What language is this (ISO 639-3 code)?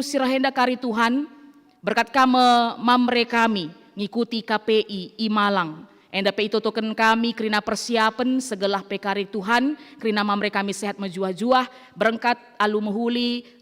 btx